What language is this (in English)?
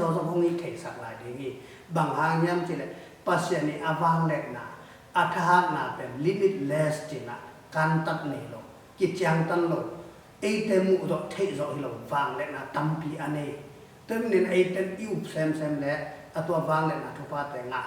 Tedim Chin